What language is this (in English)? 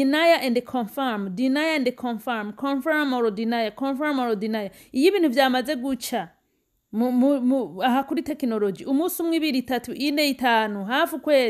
Rundi